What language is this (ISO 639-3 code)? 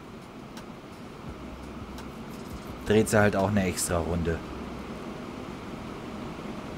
deu